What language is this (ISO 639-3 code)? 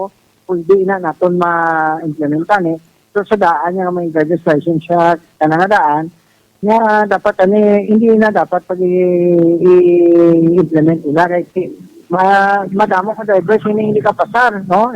hil